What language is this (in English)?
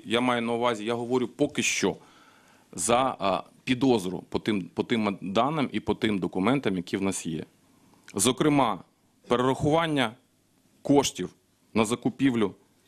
Ukrainian